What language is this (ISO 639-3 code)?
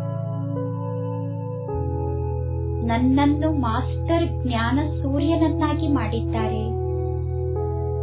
kan